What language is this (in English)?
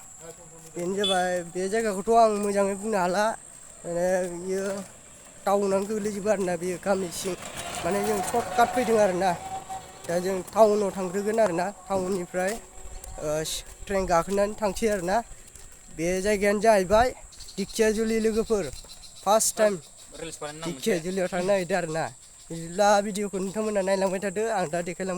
Bodo